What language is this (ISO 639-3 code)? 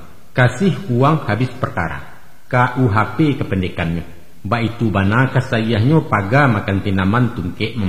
min